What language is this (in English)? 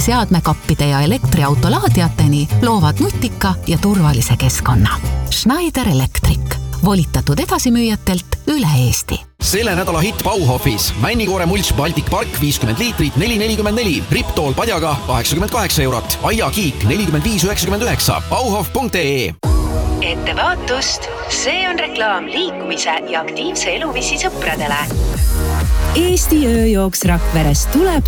Estonian